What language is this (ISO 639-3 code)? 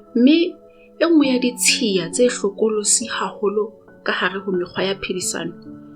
sot